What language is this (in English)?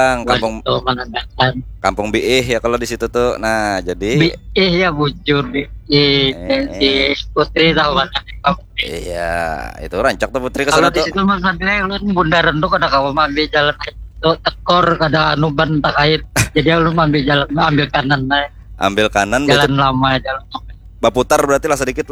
Banjar